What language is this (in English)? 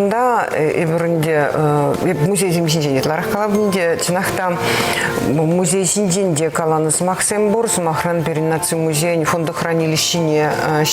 Chuvash